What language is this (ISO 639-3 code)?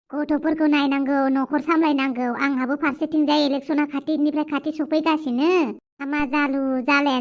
brx